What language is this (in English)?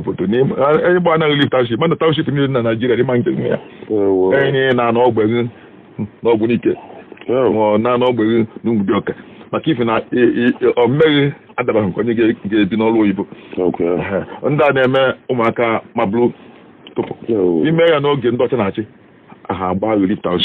Igbo